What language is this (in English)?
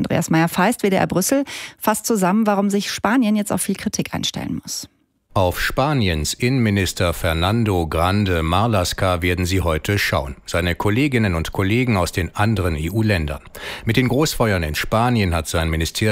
German